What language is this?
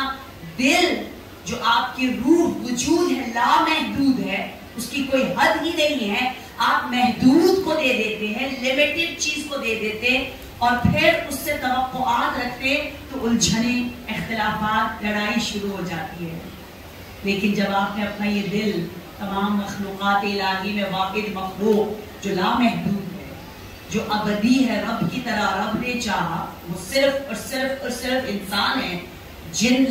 Urdu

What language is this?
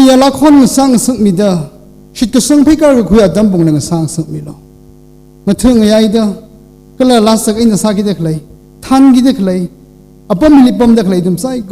Tangkhul Naga (India)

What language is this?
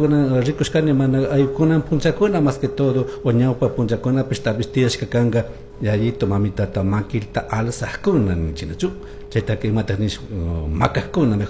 Chimborazo Highland Quichua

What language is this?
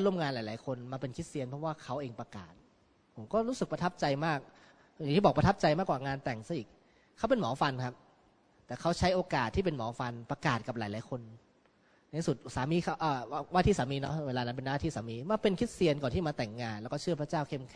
Thai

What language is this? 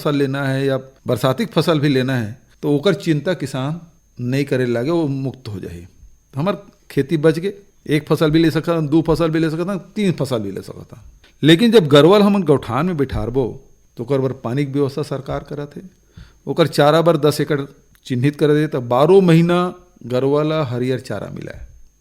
Chhattisgarhi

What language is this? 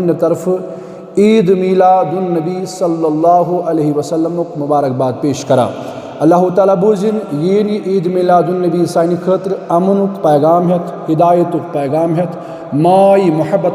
Kashmiri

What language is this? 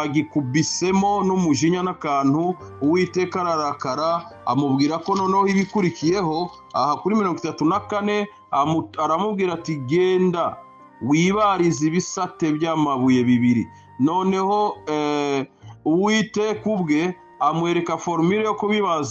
Kinyarwanda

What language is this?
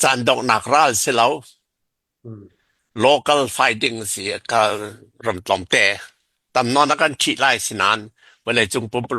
Hakha Chin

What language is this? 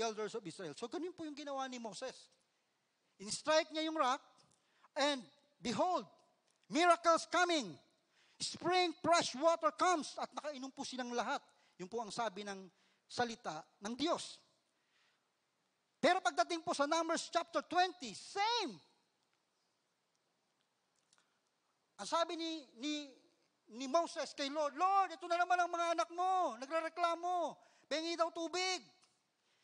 Filipino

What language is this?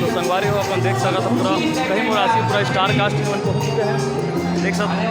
Chhattisgarhi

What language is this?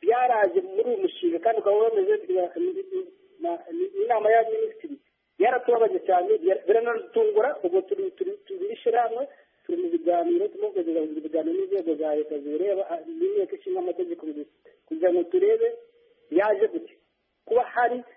Kinyarwanda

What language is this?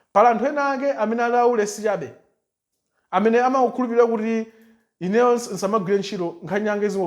Nyanja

